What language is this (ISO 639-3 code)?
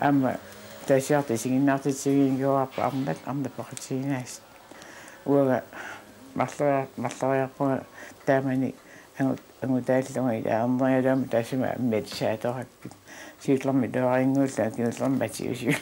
kal